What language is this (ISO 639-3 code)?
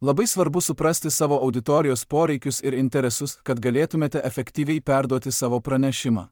lit